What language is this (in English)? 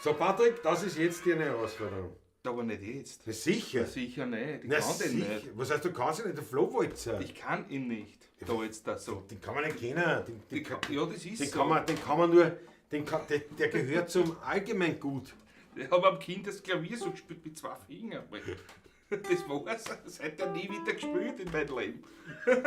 Bavarian